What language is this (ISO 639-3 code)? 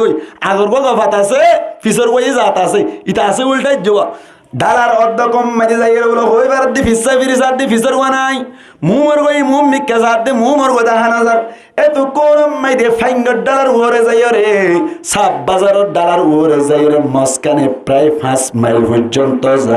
rhg